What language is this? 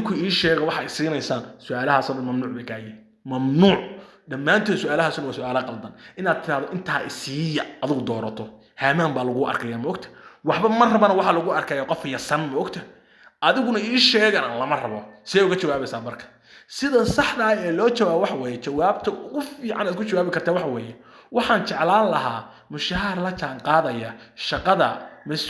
Somali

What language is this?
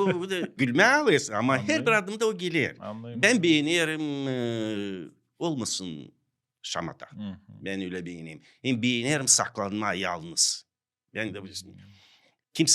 Gagauz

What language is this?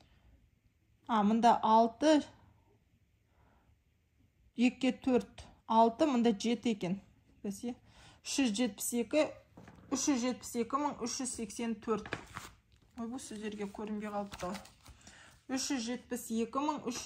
Kazakh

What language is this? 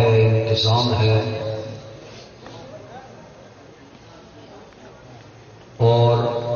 Urdu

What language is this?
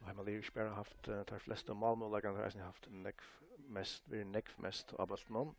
Faroese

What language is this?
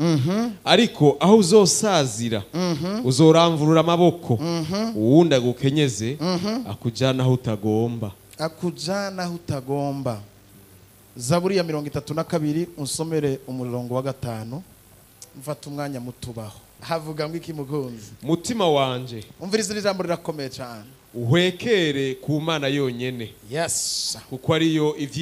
Rundi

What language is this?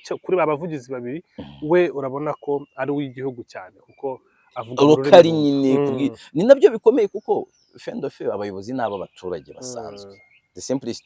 Kinyarwanda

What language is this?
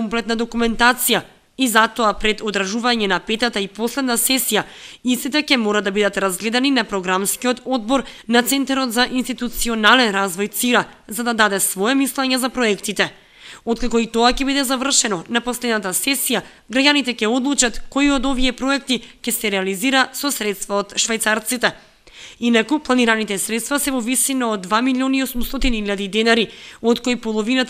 Macedonian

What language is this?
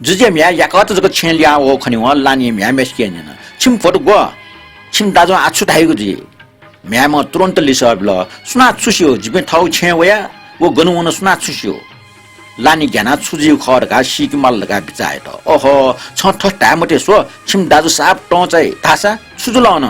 Newari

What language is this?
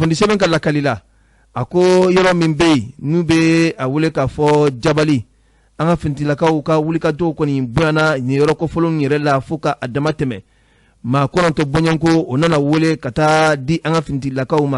Bambara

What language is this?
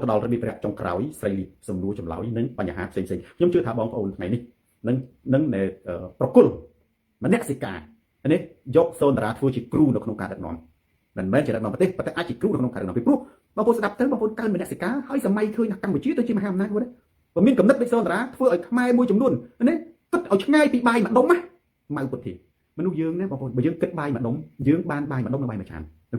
Khmer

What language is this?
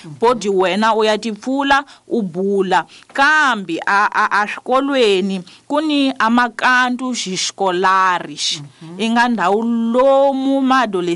Tsonga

